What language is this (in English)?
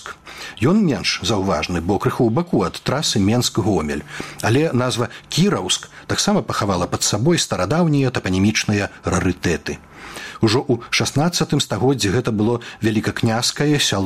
Belarusian